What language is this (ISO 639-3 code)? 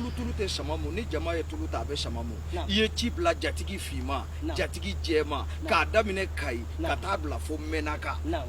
bam